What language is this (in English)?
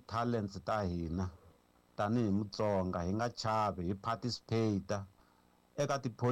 Tsonga